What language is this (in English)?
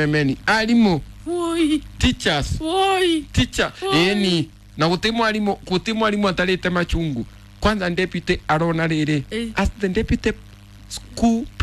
Kikuyu